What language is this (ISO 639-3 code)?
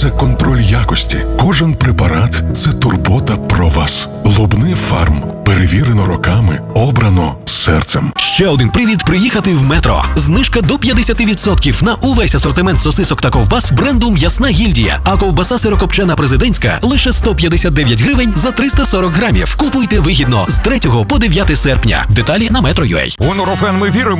ukr